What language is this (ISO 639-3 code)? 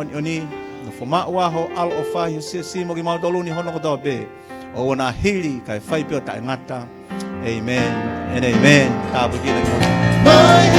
ton